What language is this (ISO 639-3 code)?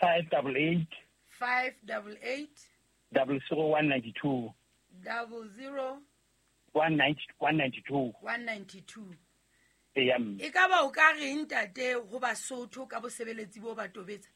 sot